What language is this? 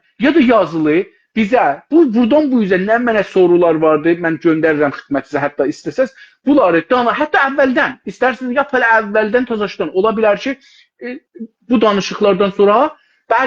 South Azerbaijani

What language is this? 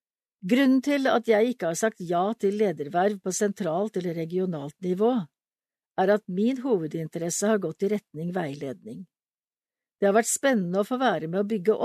Norwegian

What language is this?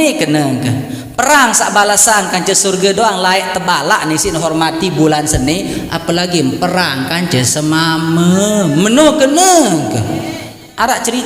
Sasak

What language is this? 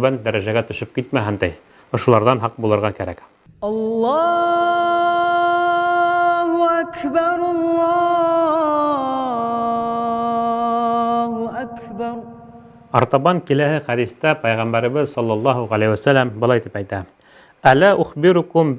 Bashkir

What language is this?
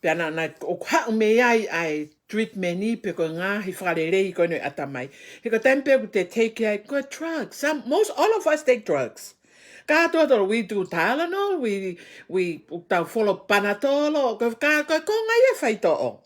Tongan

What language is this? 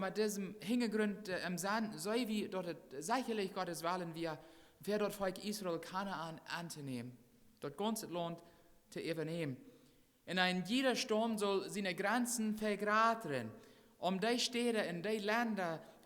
Plautdietsch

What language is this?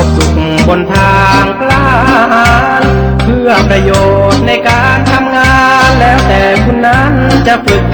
Northeastern Thai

